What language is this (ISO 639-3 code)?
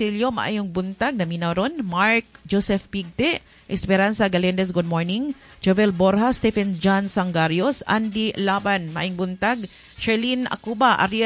ceb